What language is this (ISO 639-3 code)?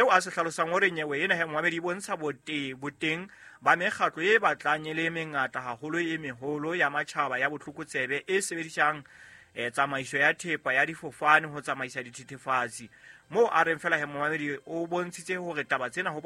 sot